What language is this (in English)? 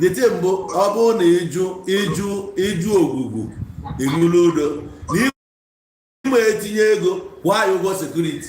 Igbo